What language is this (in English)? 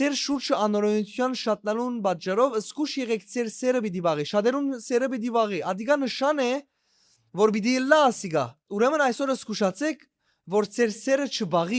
Western Armenian